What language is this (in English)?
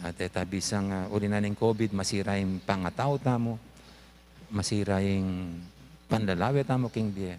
Pampanga